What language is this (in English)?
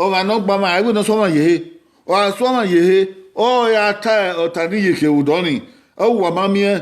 Bini